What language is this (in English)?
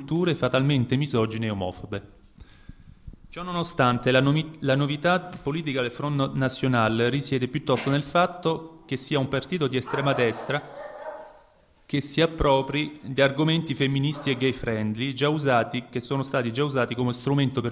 Italian